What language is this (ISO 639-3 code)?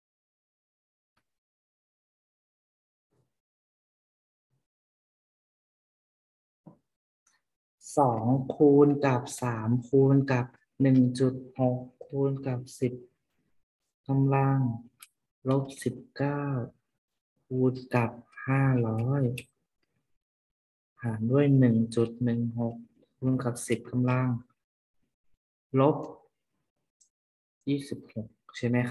tha